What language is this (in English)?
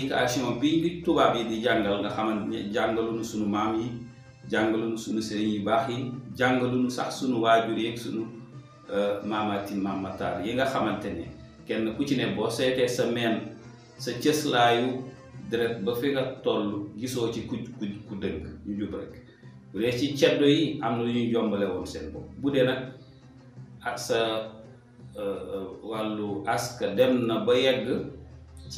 Wolof